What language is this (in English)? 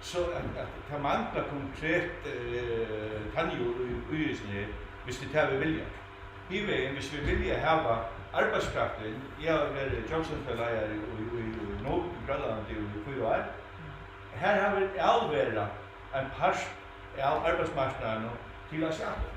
Faroese